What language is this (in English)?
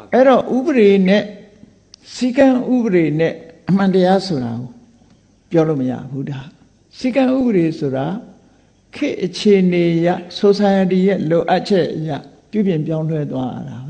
Burmese